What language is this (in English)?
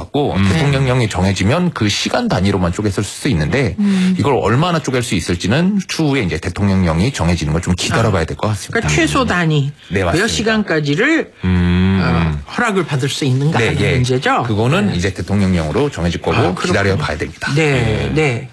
Korean